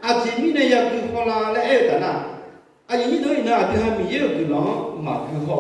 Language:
Akha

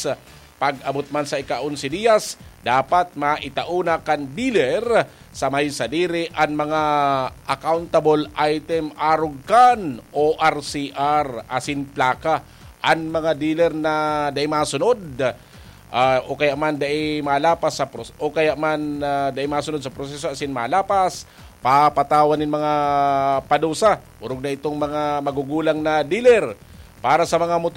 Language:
Bikol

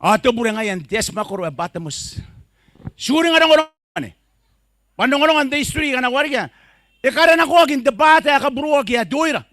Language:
Gilbertese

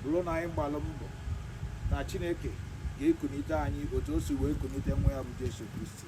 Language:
Igbo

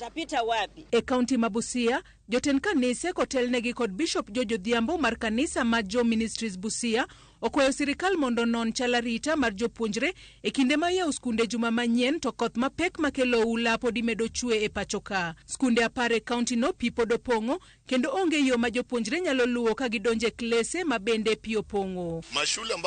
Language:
Luo (Kenya and Tanzania)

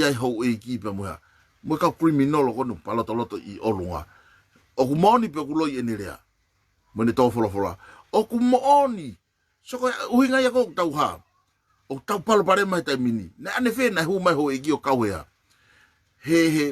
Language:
Tongan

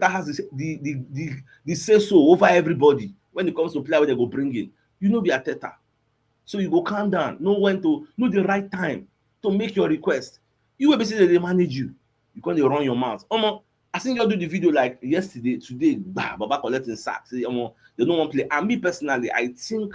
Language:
Nigerian Pidgin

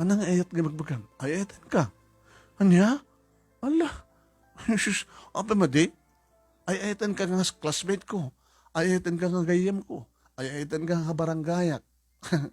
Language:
Iloko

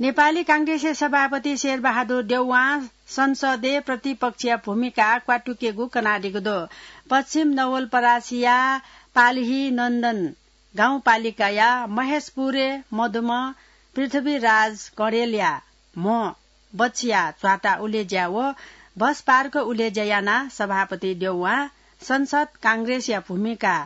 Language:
Newari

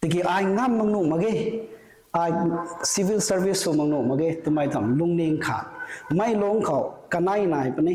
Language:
Rongmei Naga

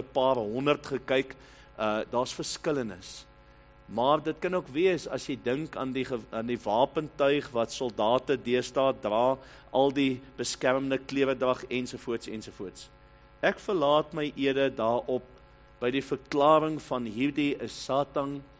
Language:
Afrikaans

